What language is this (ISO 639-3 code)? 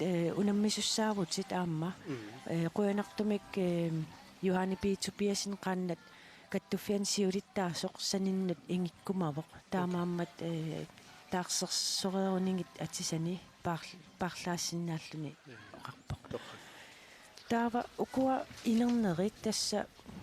kal